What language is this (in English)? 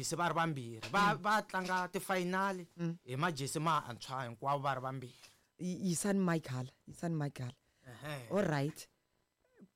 Tsonga